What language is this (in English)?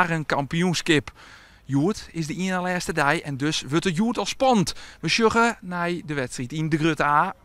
Western Frisian